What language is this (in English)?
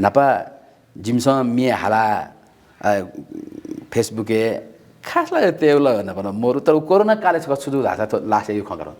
Newari